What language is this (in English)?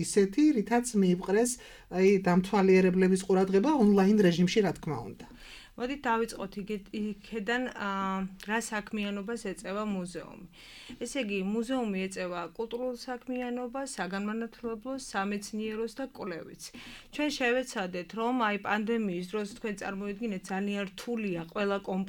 Georgian